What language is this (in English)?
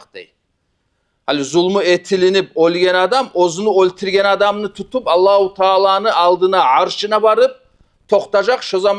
Kumyk